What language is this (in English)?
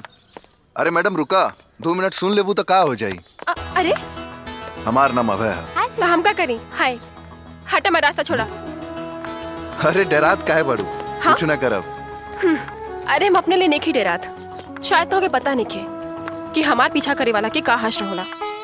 Bhojpuri